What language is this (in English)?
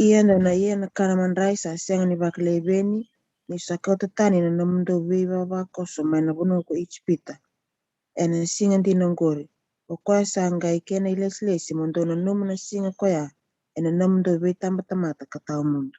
Fijian